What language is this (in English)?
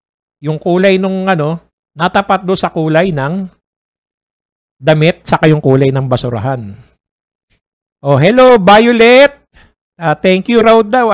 Filipino